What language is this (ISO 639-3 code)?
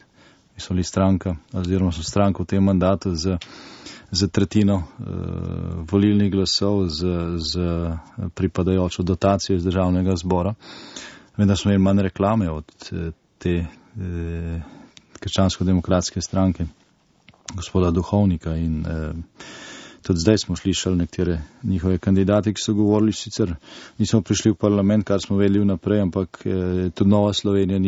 slv